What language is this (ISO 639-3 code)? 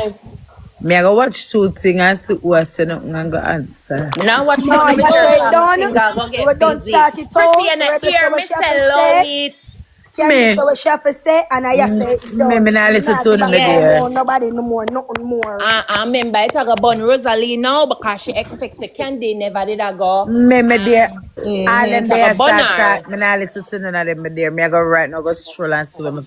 jam